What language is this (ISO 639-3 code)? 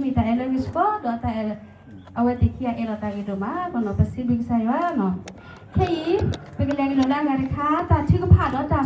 ksw